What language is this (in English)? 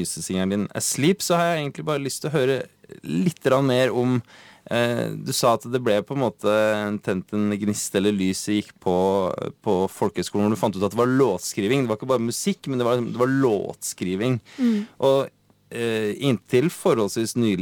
Norwegian